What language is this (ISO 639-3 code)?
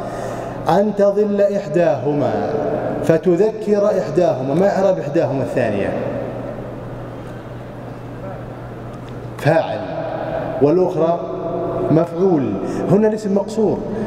ara